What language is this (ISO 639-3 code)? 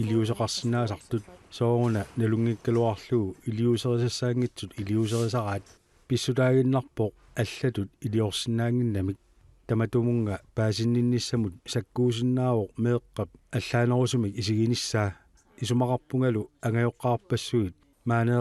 kal